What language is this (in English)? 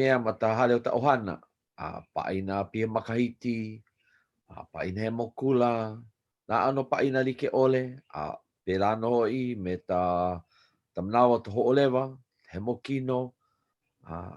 Hawaiian